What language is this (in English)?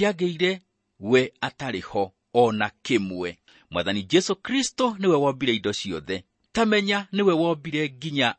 Kikuyu